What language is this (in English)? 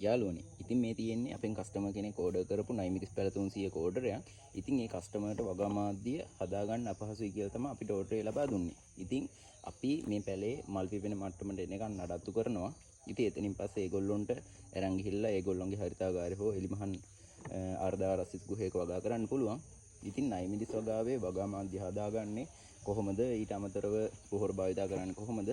Sinhala